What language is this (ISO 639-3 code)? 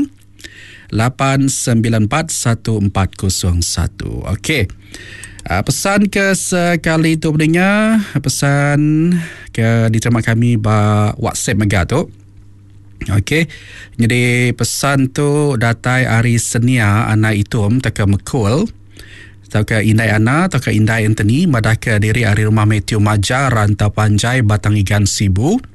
iba